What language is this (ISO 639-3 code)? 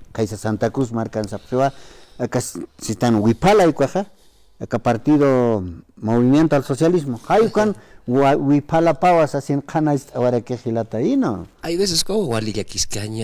aym